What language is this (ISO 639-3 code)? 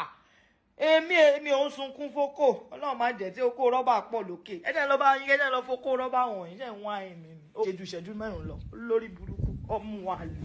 pcm